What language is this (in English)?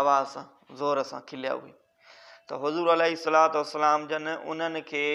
Sindhi